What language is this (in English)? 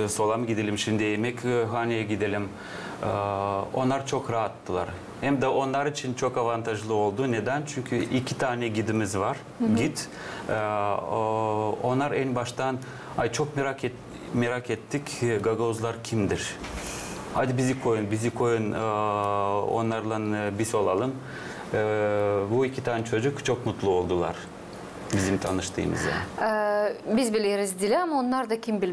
Gagauz